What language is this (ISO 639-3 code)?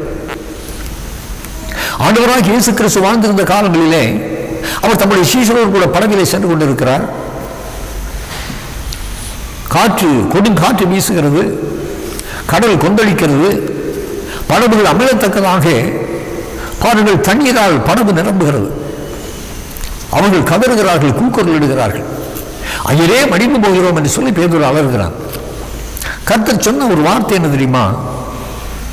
tam